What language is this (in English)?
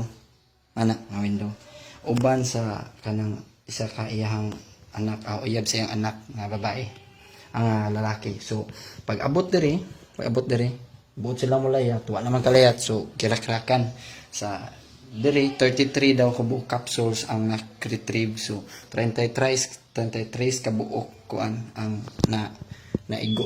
Cebuano